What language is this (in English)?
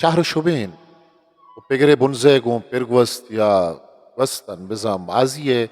Eastern Balochi